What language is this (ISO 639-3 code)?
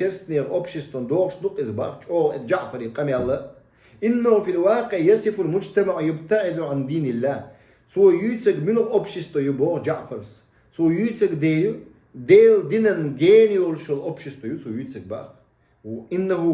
che